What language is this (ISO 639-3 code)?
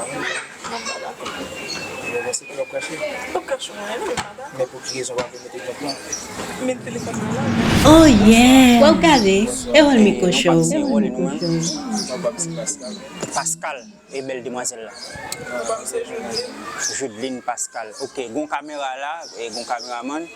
hat